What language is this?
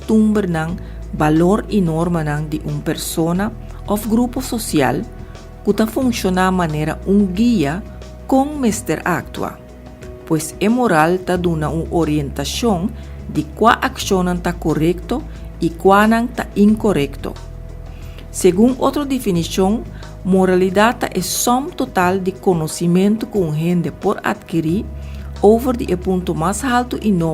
Papiamento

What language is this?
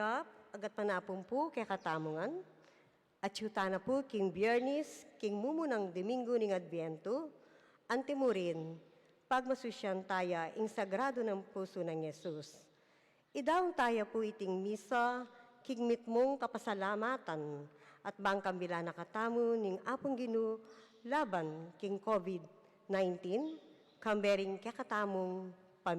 Pampanga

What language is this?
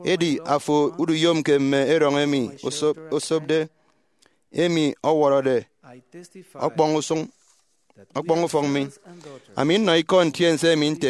Efik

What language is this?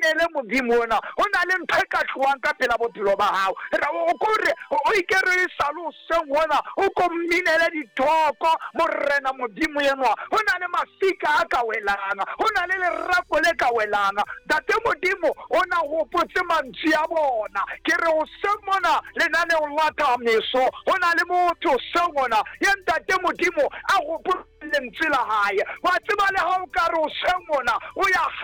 Southern Sotho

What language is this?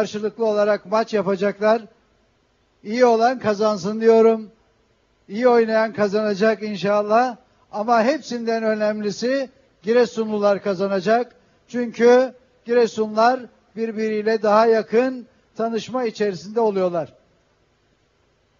Turkish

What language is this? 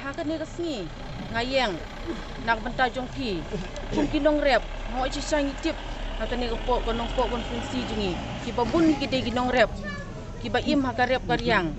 Khasi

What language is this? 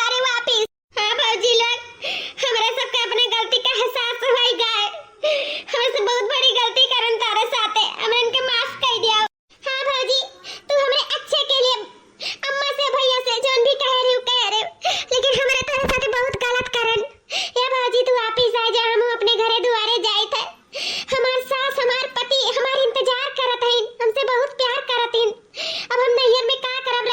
Awadhi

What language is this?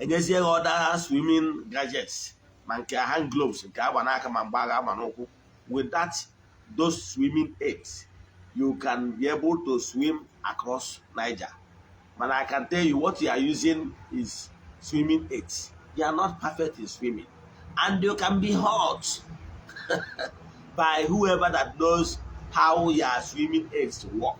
Igbo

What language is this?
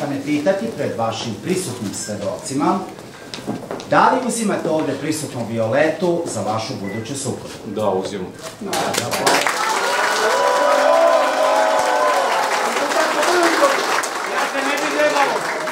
Serbian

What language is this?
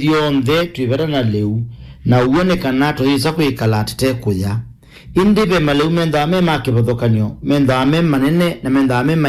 Kamba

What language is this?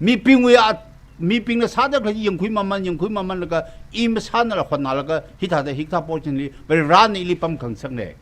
Tangkhul Naga (India)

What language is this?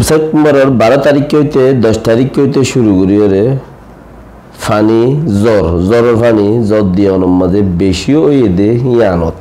Rohingya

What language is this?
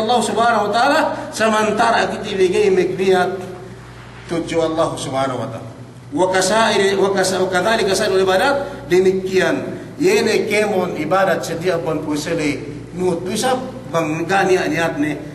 Yakan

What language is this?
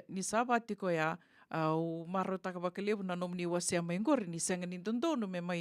Fijian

